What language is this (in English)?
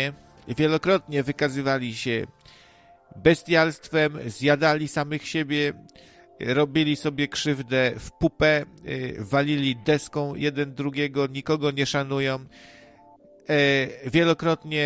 Polish